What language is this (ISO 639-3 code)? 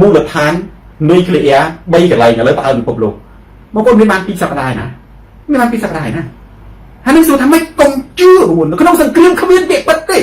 khm